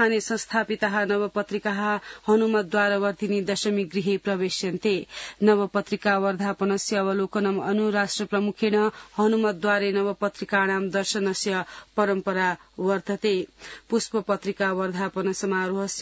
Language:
Sanskrit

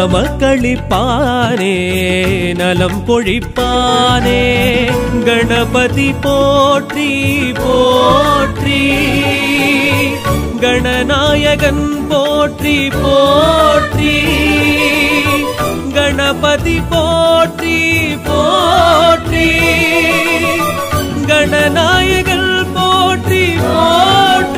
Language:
Tamil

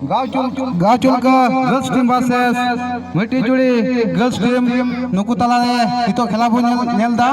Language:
Santali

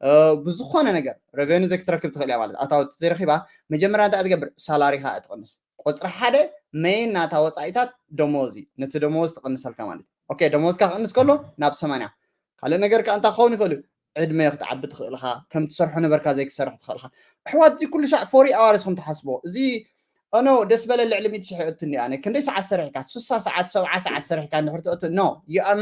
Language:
Tigrinya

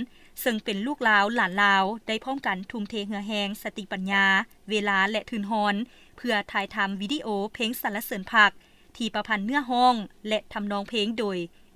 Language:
Lao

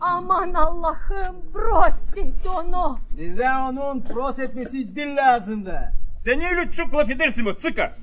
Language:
Gagauz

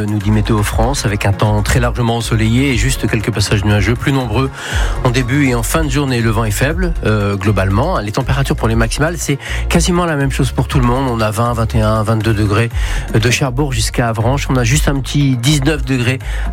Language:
French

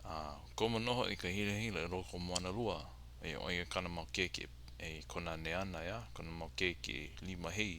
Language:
Hawaiian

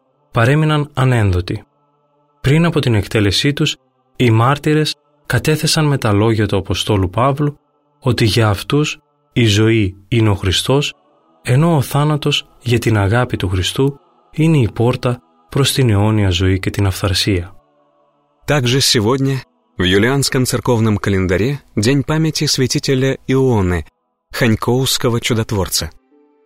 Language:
Greek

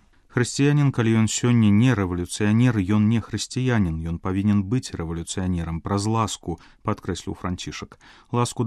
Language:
Belarusian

